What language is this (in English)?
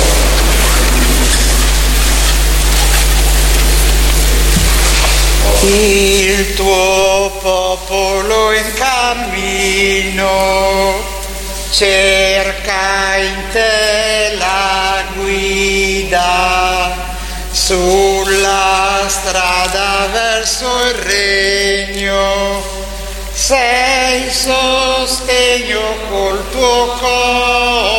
Italian